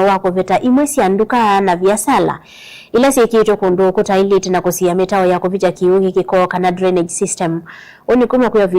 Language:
Kamba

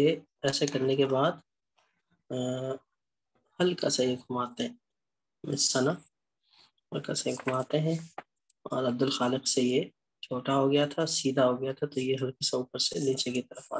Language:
Urdu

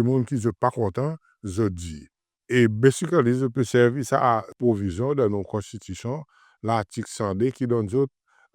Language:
Seselwa Creole French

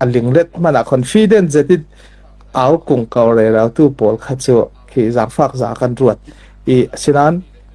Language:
Falam Chin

